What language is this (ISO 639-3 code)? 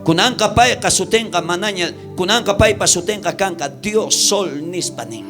quh